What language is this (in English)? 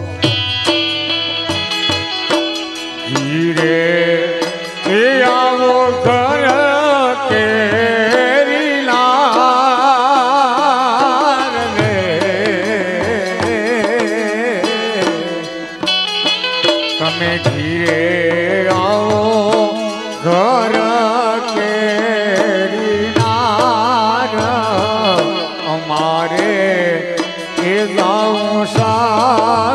Gujarati